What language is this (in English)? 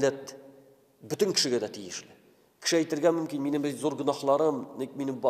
Tatar